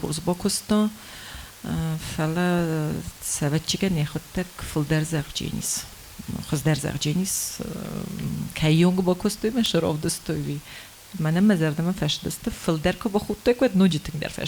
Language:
Ossetic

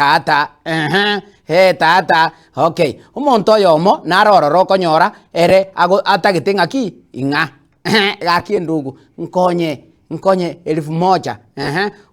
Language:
Gusii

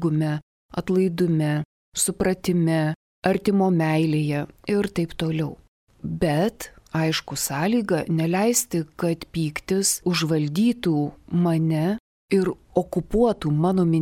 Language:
Lithuanian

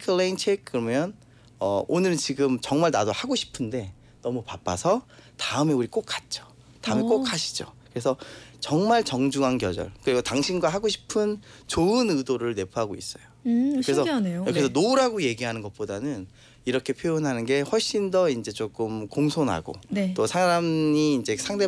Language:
Korean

